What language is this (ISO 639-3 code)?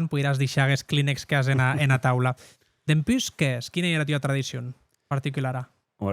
oci